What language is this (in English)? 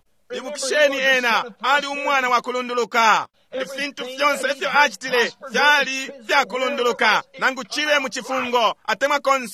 Bemba